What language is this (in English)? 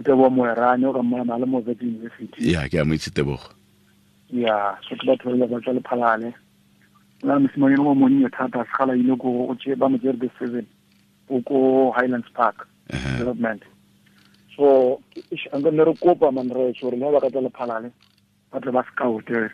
Tswana